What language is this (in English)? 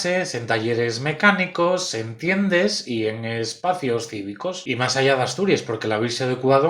Asturian